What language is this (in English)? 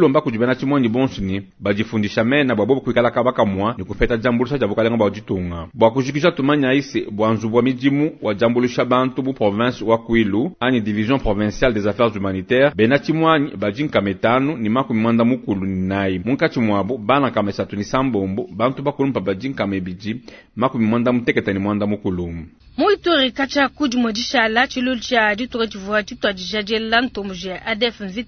Luba-Lulua